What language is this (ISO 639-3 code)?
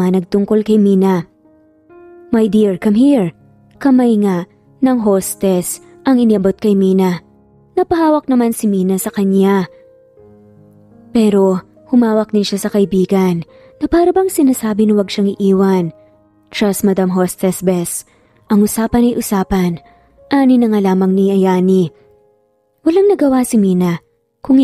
fil